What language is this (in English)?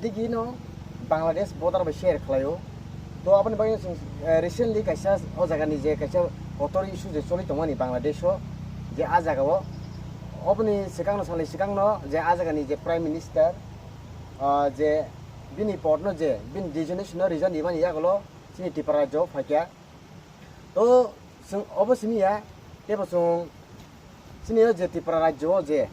Kok Borok